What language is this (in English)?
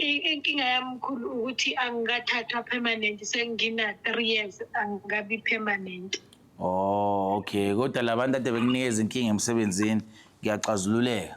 Zulu